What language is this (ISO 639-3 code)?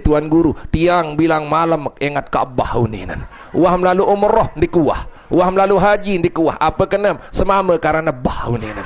sas